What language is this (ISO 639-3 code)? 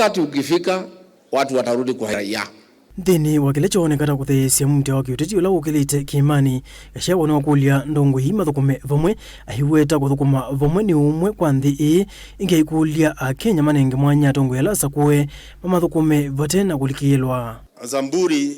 kam